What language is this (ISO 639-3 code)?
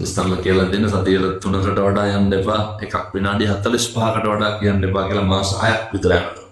sin